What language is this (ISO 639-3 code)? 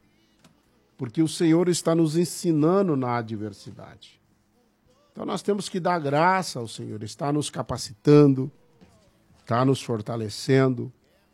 por